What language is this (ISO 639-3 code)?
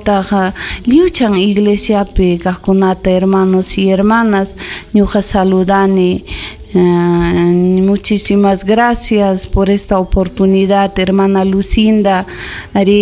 quy